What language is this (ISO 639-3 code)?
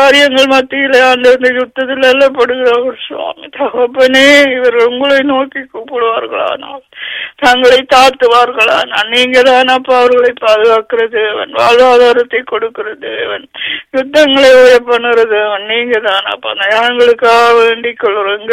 tam